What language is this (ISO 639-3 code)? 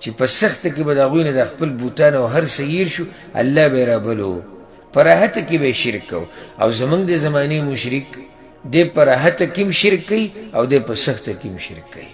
pus